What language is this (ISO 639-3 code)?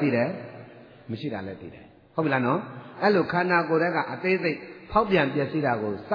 mya